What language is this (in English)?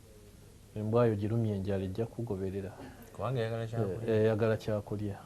Ganda